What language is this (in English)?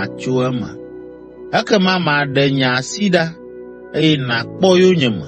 Ewe